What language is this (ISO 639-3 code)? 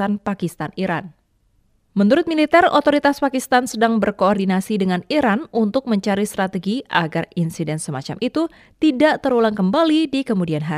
ind